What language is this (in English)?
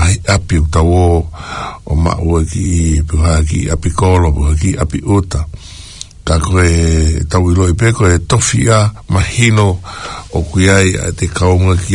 Tongan